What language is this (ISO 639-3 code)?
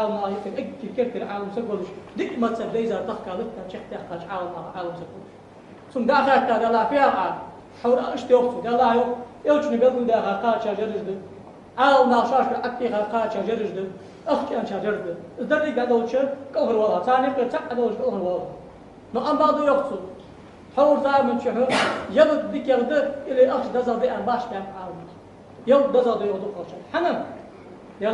inh